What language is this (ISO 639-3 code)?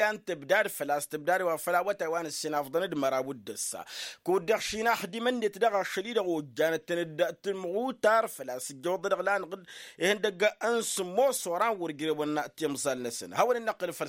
taq